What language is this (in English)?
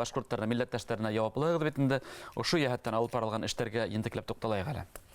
Bashkir